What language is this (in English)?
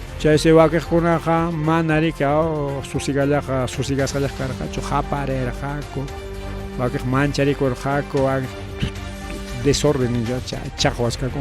Ayacucho Quechua